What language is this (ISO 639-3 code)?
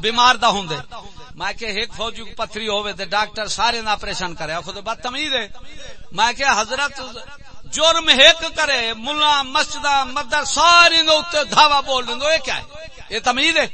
skr